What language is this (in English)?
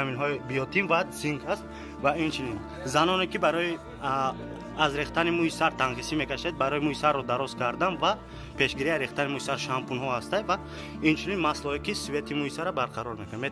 Tajik